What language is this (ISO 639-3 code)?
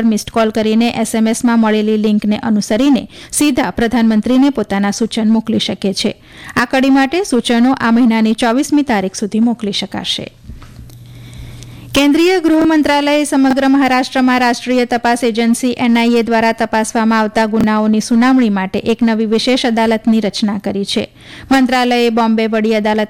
guj